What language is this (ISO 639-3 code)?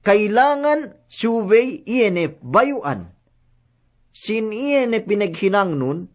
yka